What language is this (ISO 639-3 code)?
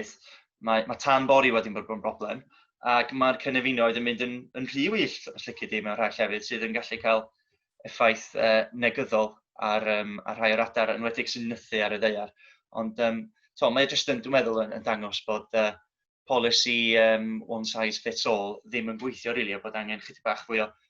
cym